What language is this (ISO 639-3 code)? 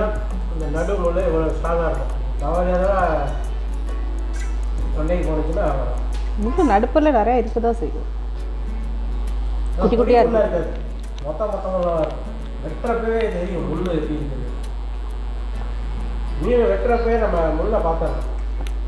tam